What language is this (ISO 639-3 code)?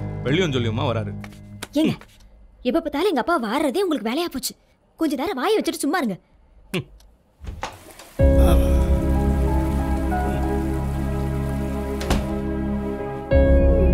tam